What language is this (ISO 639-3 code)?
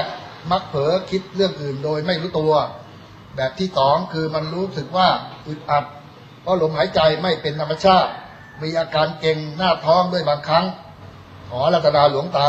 tha